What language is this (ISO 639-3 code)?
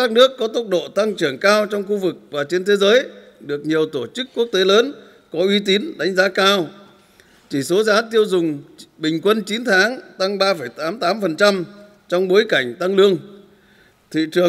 vie